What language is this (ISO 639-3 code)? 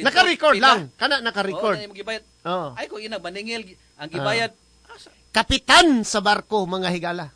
ceb